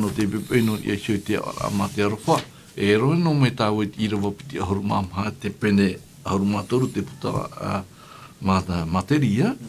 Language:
Tahitian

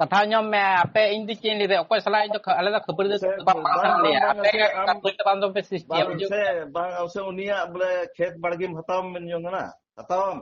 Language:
Santali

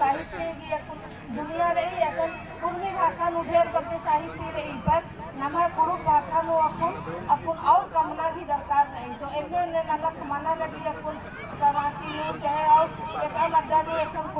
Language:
Kurukh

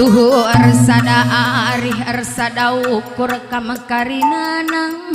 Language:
Batak Karo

